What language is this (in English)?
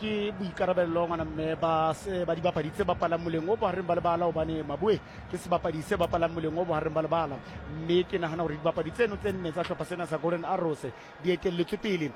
Southern Sotho